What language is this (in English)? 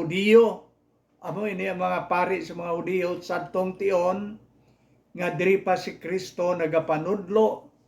Hiligaynon